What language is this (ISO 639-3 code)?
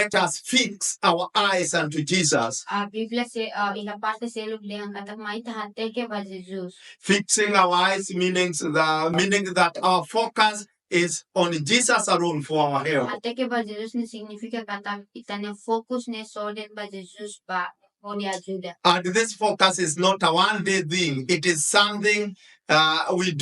tet